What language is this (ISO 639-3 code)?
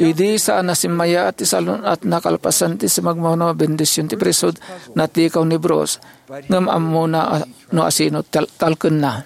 ilo